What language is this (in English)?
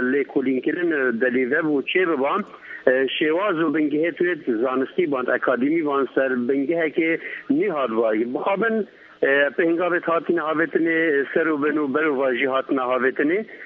Kurdish